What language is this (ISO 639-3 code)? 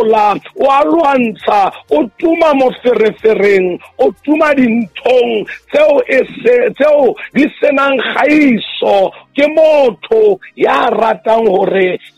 sot